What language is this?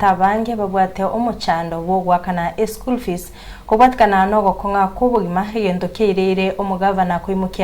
Gusii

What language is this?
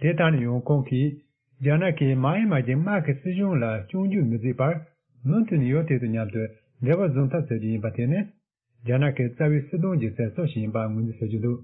Tibetan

